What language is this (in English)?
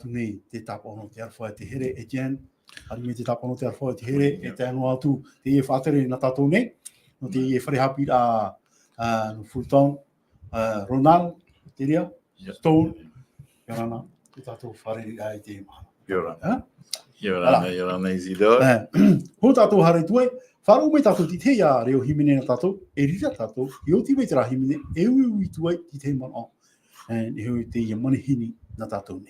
Tahitian